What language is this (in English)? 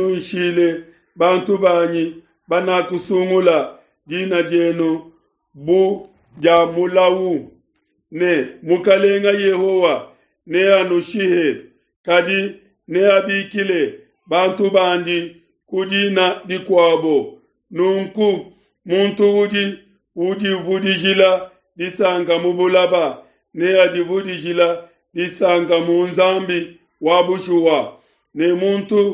Luba-Lulua